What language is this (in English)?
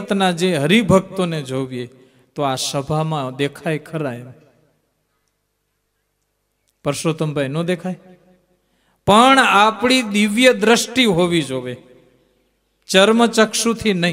Gujarati